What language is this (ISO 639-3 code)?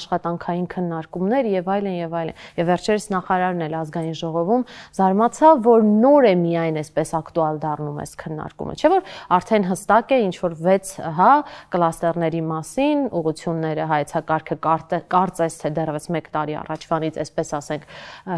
hye